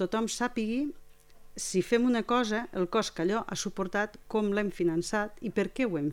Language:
Catalan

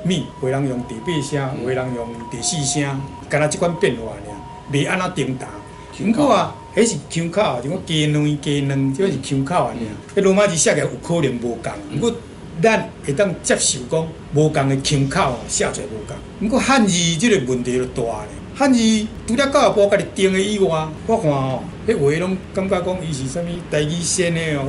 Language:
Min Nan Chinese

